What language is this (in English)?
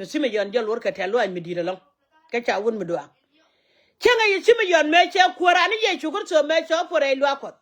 Nuer